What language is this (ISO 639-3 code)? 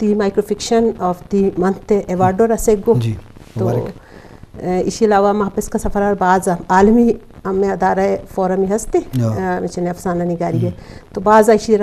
bgp